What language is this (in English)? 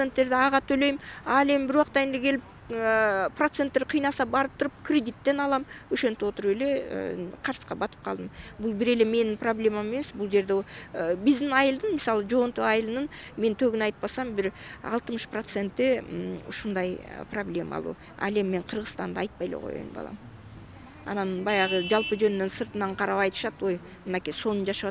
Kyrgyz